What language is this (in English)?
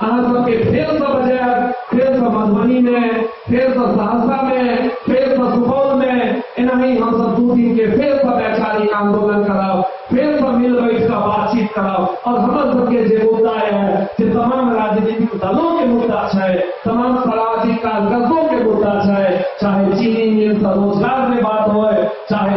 Maithili